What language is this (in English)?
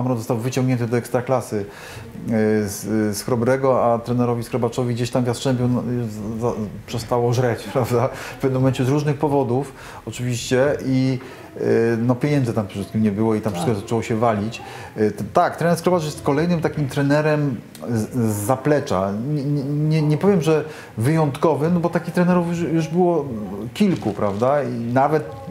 Polish